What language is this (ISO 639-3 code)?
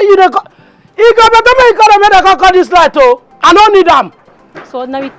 pcm